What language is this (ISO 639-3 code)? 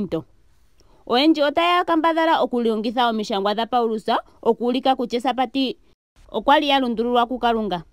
ndo